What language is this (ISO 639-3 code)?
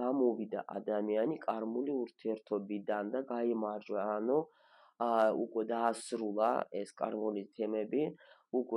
kat